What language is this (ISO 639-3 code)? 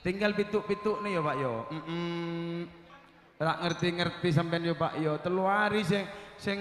mad